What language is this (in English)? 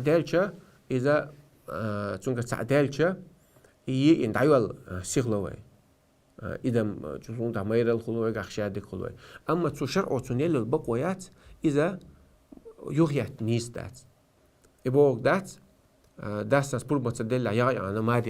Chechen